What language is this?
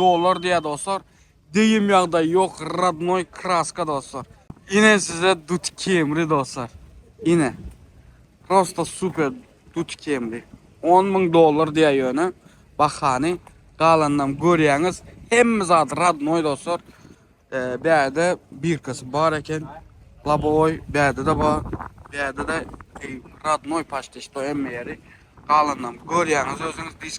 Turkmen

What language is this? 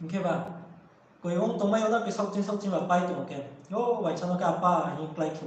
Riang (India)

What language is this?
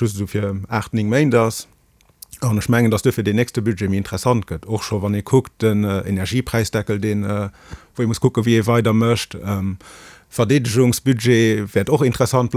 Luxembourgish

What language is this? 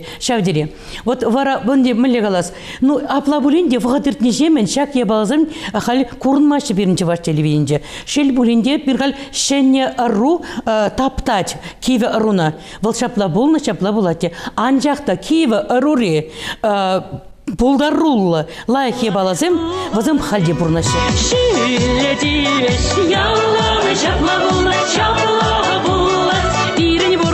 Chuvash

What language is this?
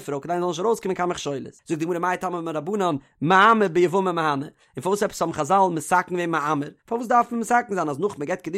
Yiddish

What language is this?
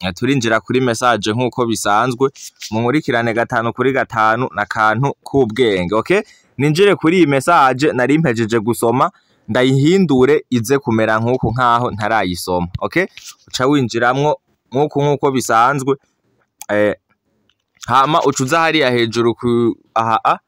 Rundi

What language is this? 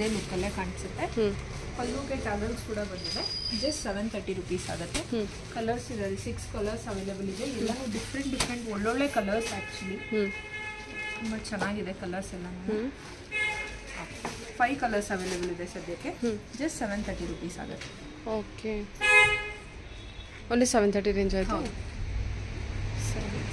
Kannada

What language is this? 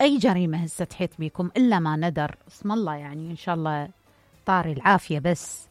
Mesopotamian Arabic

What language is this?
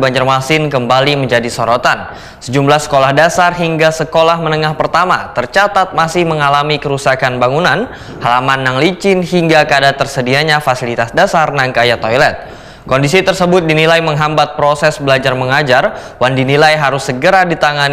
Banjar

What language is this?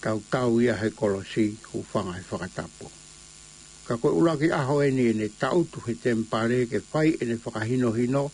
Tongan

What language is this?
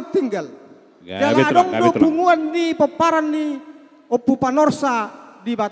Batak Toba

